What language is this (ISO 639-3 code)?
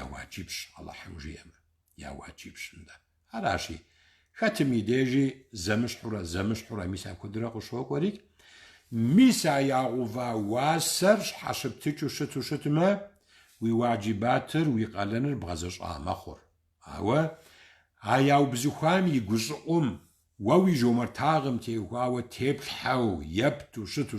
kbd